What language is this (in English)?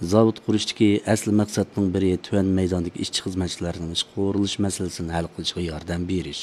Uyghur